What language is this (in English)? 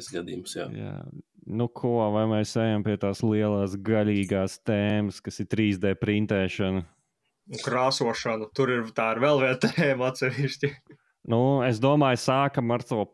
Latvian